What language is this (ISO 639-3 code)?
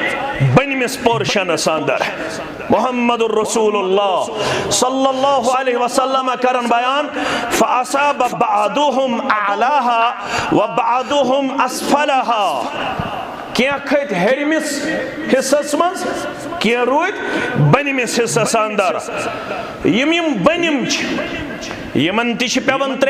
kas